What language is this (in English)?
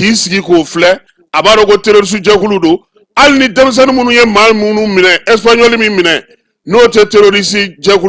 Bambara